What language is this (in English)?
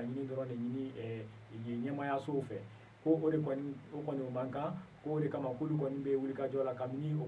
Bambara